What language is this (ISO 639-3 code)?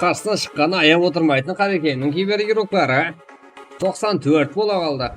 kaa